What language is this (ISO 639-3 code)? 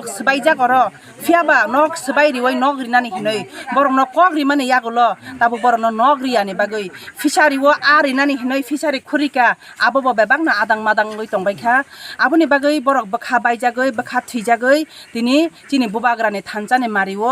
trp